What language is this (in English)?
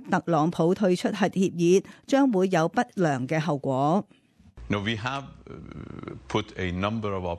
Cantonese